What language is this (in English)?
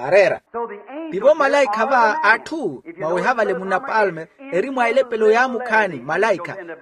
Makhuwa